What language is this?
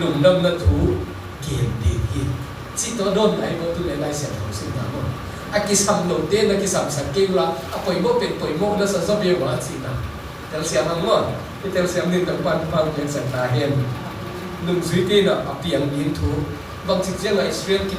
Tedim Chin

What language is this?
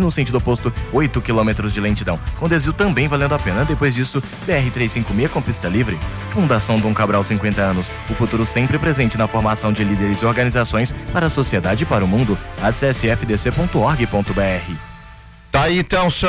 Portuguese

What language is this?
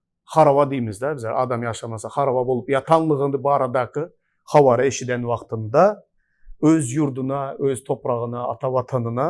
Turkmen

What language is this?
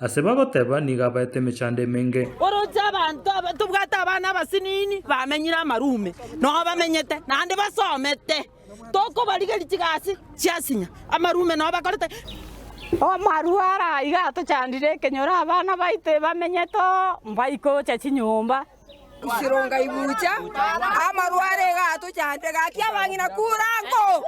Gusii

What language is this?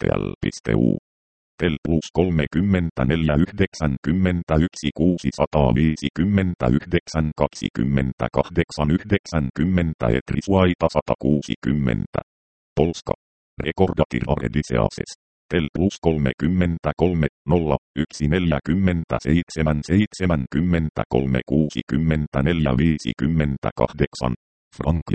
Finnish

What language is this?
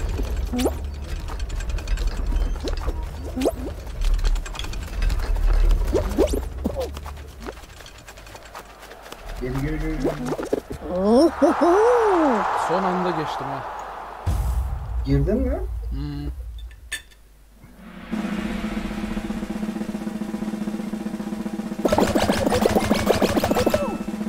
Turkish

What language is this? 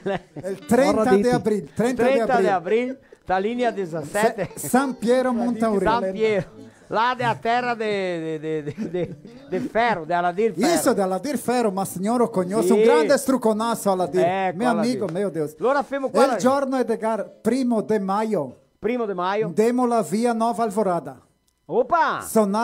Venetian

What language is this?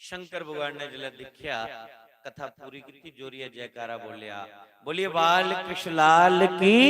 Dogri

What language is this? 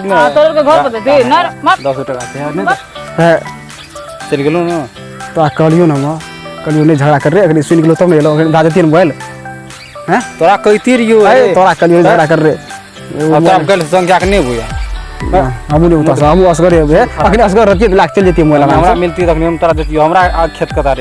Maithili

